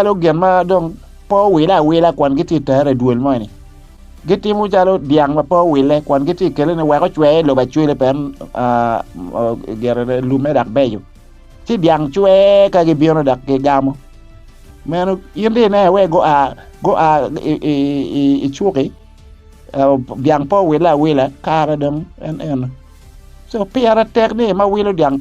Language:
Acoli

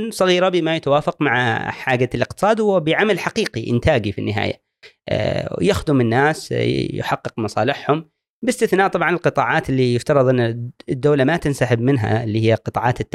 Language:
Gulf Arabic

